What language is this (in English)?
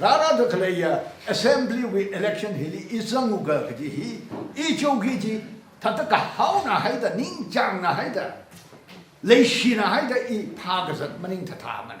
Tangkhul Naga (India)